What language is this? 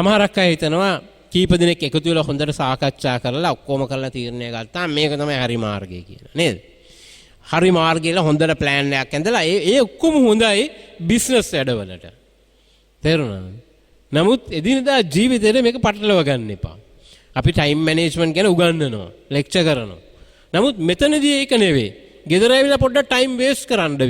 Sinhala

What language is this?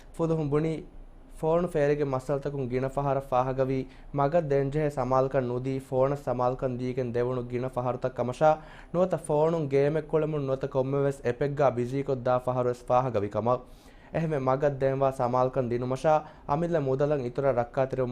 Divehi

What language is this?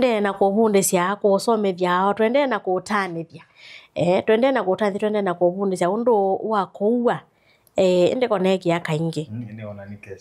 Kamba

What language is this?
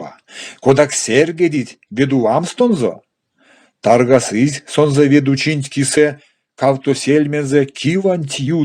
Erzya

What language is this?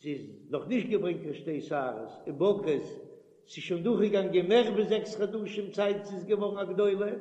Yiddish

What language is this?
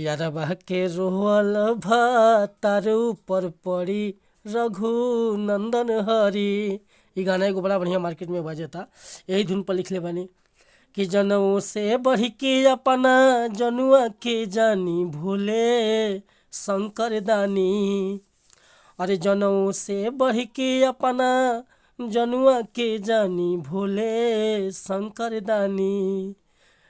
Bhojpuri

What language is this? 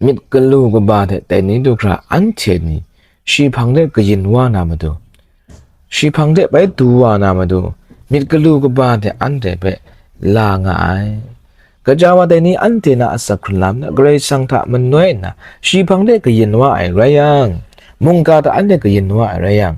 Kachin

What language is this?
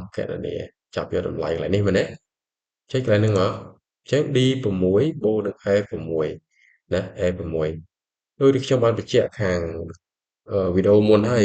Khmer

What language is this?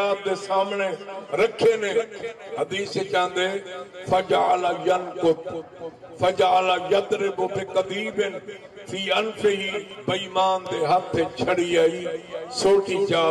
Saraiki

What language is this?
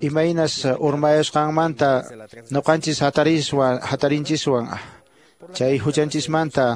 Quechua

